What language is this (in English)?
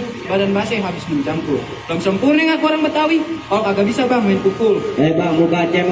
Betawi